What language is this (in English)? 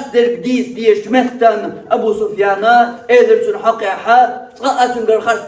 Chechen